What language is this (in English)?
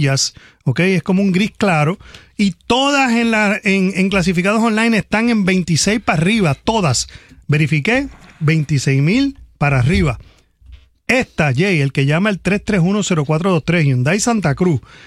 Spanish